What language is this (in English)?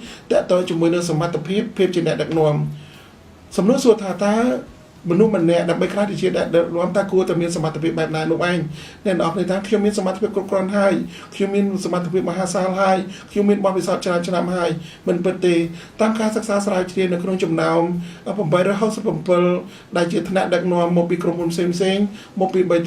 Khmer